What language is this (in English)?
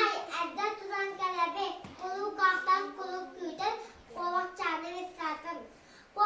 Yakut